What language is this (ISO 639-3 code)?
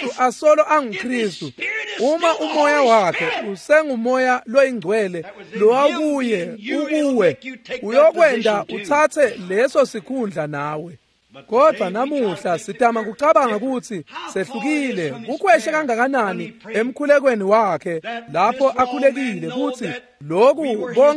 ssw